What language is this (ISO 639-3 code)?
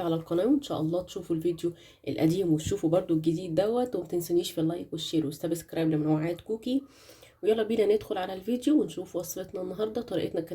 arz